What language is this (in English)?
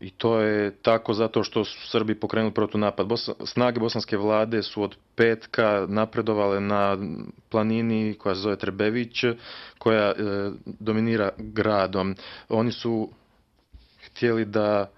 Bosnian